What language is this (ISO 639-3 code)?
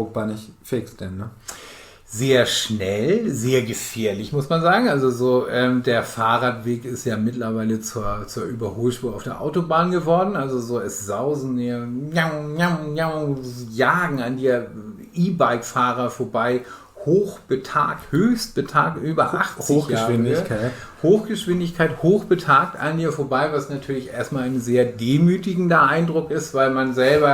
nds